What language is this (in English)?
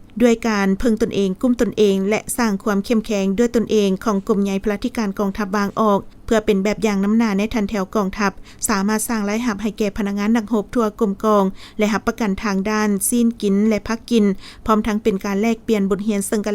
Lao